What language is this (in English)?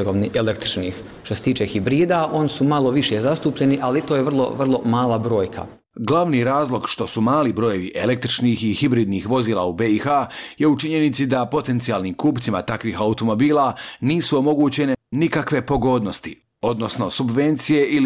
Bosnian